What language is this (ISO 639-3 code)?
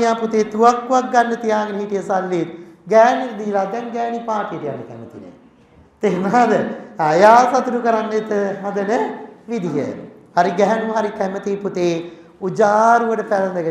sin